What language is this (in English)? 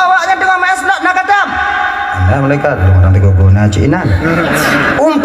Achinese